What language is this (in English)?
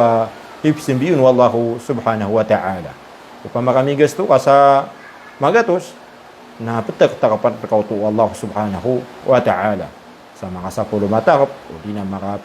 Maranao